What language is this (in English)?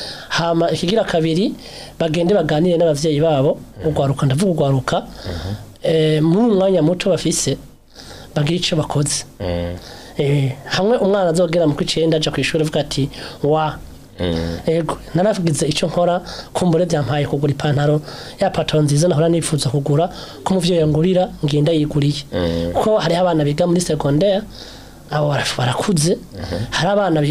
Rundi